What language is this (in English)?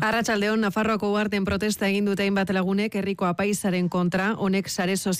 Basque